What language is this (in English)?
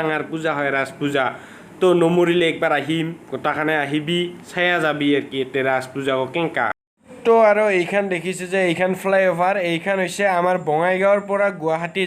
Assamese